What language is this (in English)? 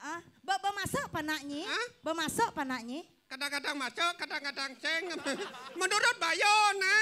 Balinese